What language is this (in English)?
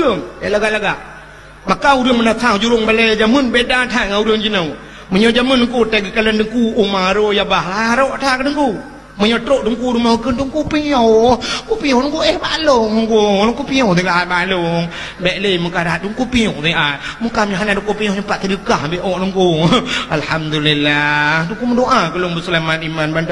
Achinese